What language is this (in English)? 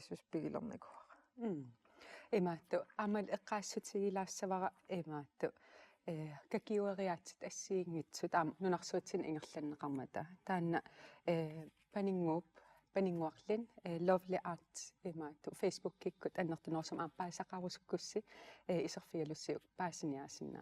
Kalaallisut